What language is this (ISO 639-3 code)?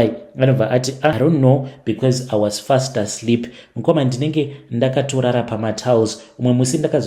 sna